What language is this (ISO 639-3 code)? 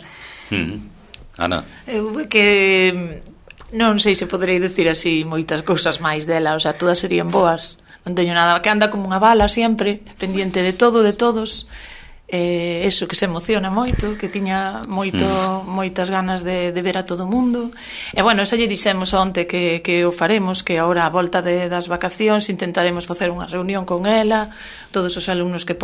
glg